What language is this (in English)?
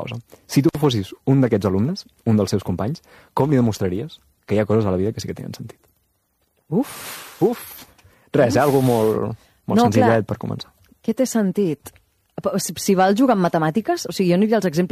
Catalan